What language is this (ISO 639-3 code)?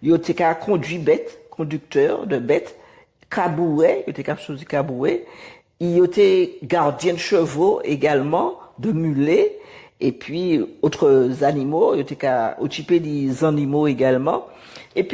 gcf